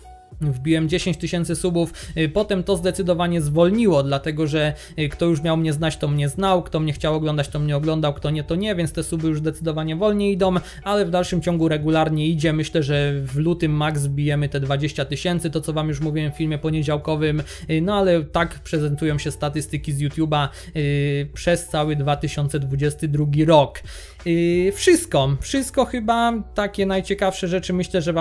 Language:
Polish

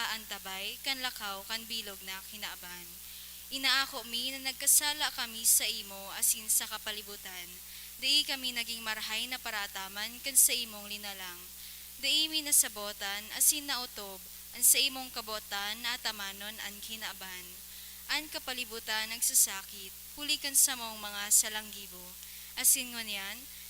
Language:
Bikol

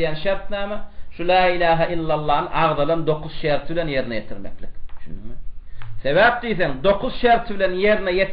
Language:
Turkmen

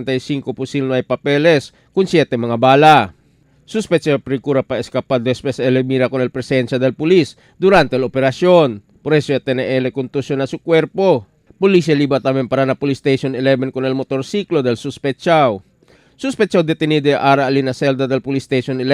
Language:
Chavacano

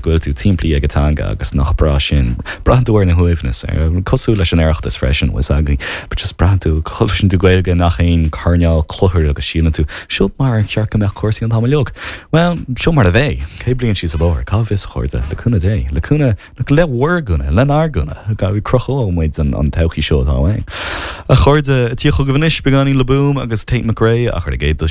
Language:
Irish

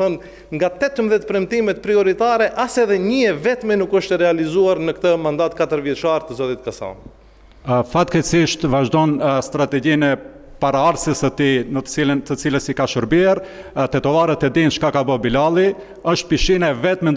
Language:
Albanian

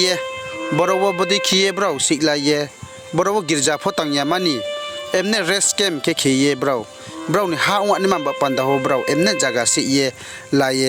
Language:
Riang (India)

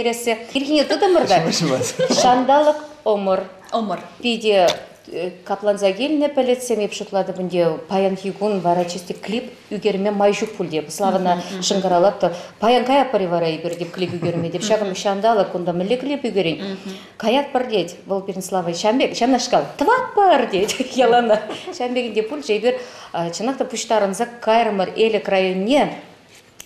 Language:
Chuvash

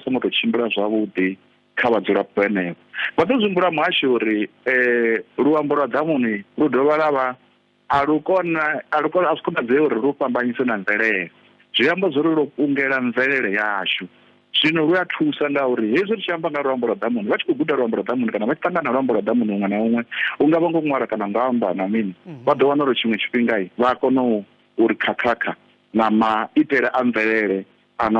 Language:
Venda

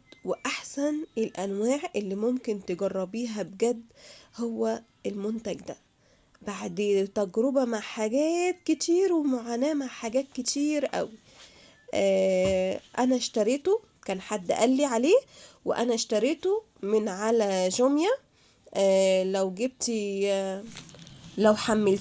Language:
Egyptian Arabic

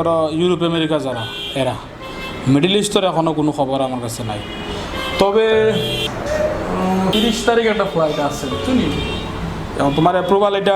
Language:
Sylheti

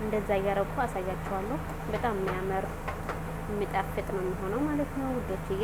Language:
Amharic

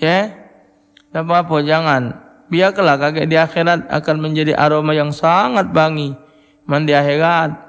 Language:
Musi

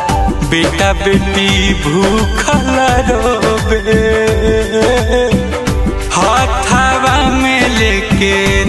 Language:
Bhojpuri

